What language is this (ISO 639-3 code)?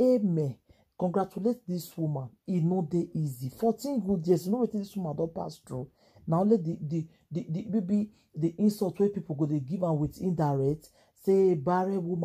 pcm